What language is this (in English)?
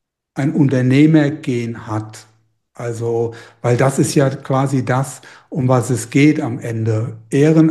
German